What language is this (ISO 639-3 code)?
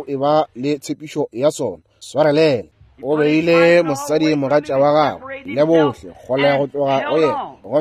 nso